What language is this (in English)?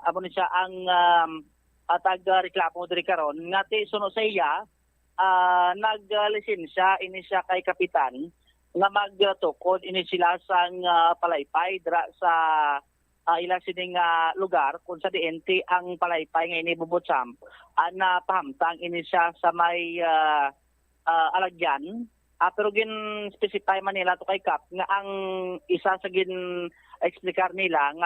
Hiligaynon